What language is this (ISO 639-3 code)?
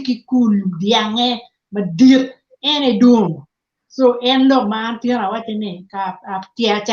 ach